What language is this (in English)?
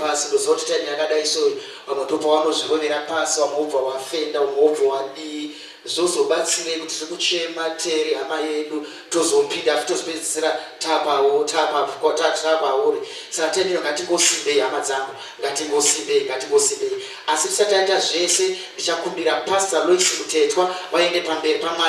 Shona